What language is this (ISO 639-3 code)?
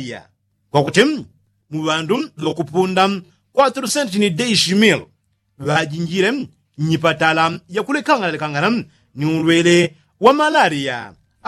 yao